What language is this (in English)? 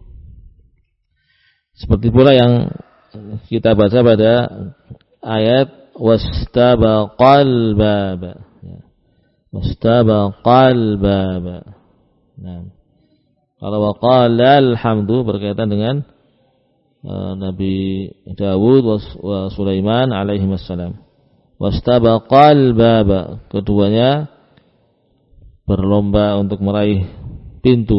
Indonesian